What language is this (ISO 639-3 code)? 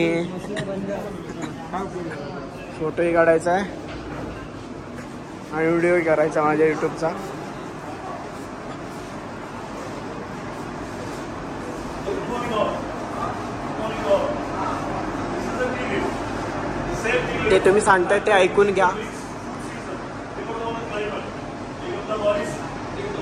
mar